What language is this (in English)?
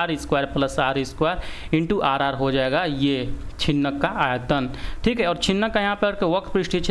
Hindi